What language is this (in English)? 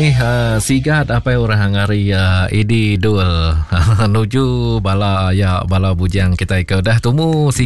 Iban